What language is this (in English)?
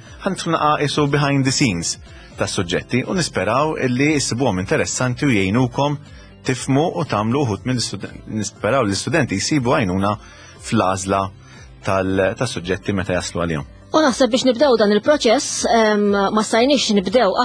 Maltese